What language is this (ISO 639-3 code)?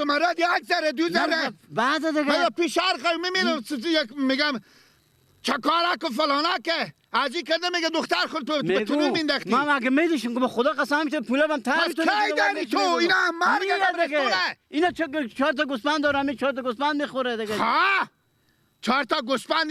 fas